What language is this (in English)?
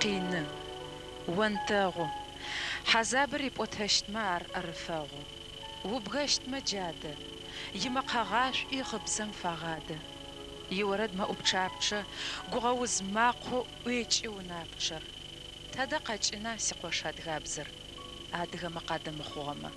Adyghe